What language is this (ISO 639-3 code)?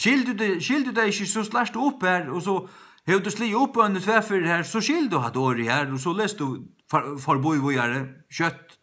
fao